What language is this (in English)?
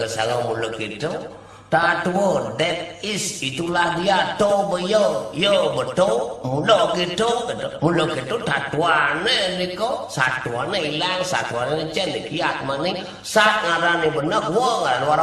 Balinese